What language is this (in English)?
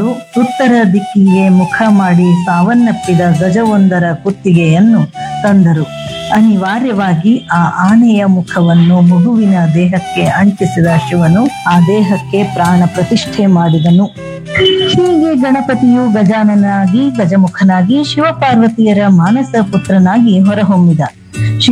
Kannada